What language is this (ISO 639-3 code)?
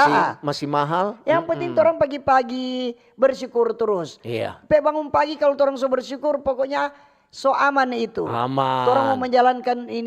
xmm